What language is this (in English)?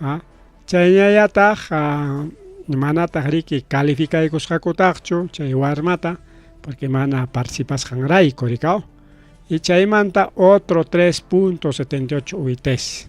Ayacucho Quechua